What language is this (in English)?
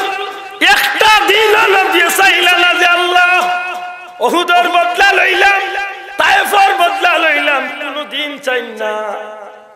Sylheti